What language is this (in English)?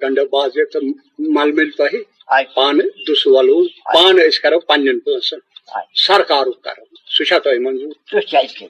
Kashmiri